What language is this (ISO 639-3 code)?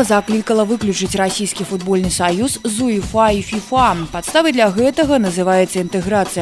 bel